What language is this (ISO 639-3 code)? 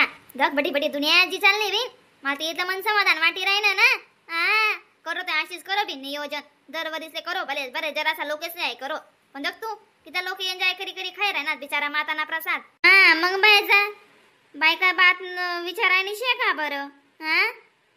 khn